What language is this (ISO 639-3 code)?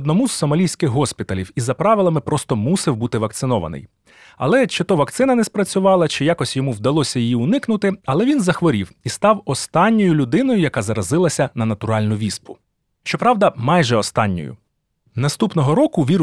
ukr